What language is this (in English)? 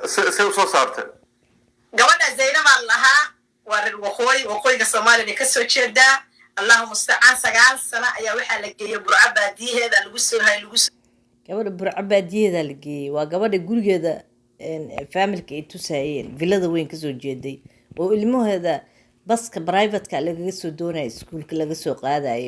Somali